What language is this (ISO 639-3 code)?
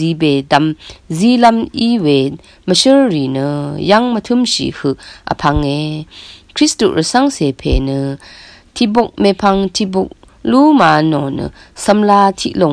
raw